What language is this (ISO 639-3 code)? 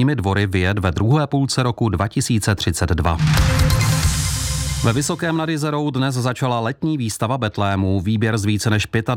ces